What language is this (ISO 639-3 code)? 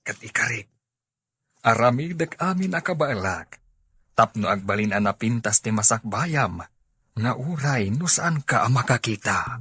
ilo